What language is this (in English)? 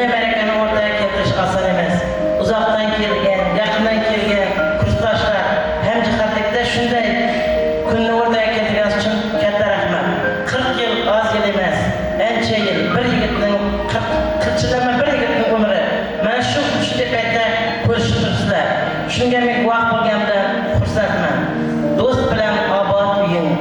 Kara-Kalpak